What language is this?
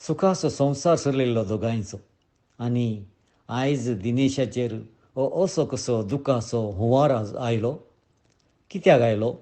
Konkani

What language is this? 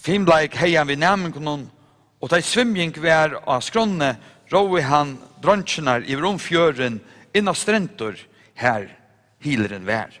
Faroese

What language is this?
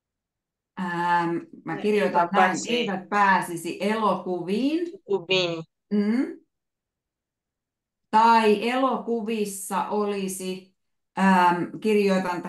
Finnish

